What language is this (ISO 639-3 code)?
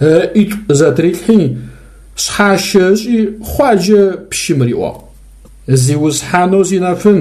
ady